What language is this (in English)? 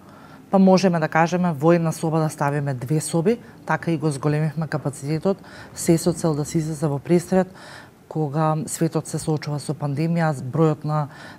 Macedonian